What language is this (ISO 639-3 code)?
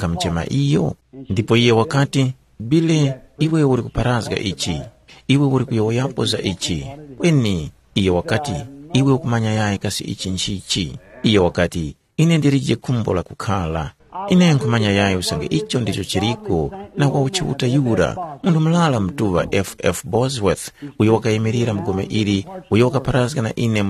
tum